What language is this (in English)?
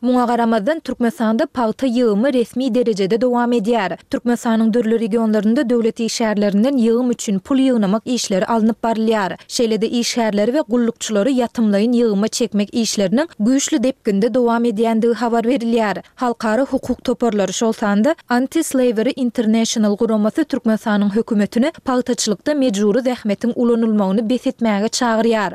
Turkmen